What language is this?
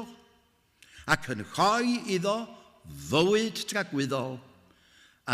Welsh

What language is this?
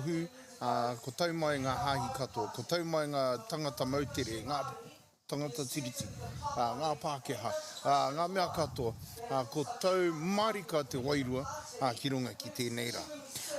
Māori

